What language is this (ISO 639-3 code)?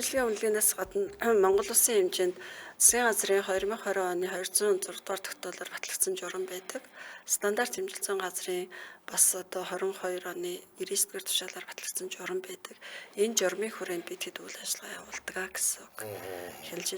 mon